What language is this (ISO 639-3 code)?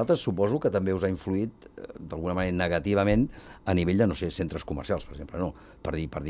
cat